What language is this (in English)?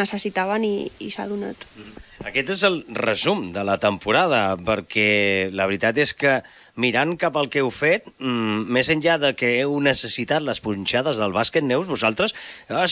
Catalan